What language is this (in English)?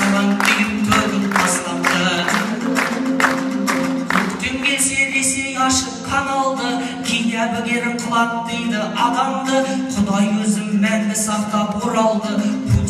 Kazakh